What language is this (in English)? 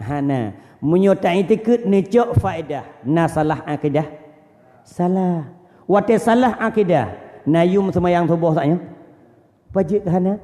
Achinese